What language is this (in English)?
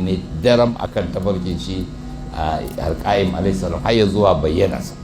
Hausa